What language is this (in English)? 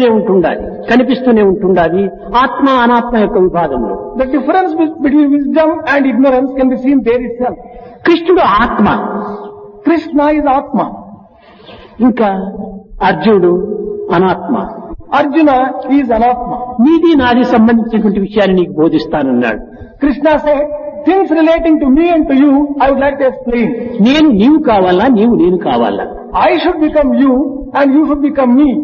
Telugu